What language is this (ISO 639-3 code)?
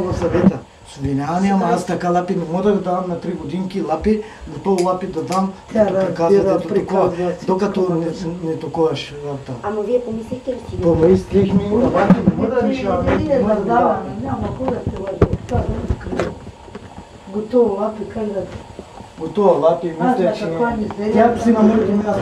bul